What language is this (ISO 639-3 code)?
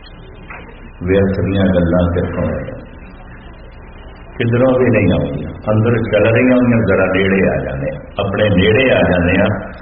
pan